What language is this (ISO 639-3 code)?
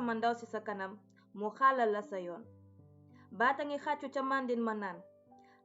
wol